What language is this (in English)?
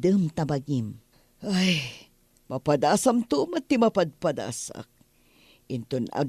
Iloko